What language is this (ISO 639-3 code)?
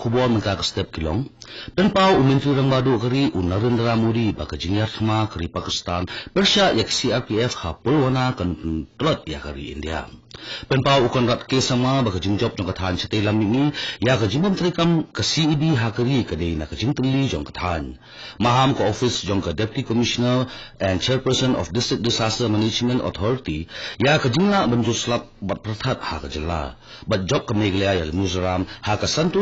kha